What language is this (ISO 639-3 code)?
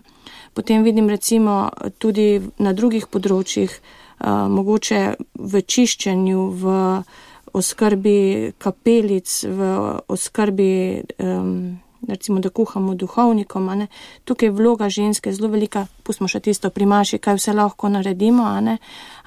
slv